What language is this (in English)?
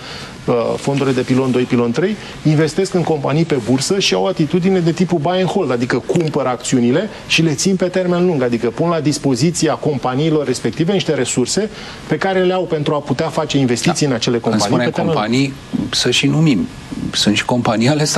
Romanian